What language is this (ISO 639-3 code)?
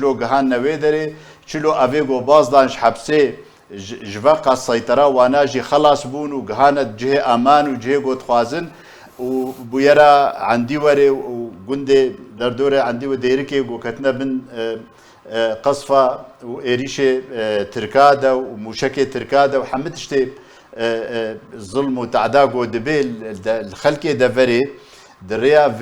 kur